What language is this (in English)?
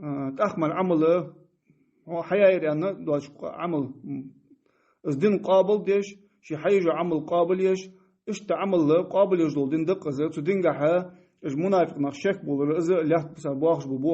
Ingush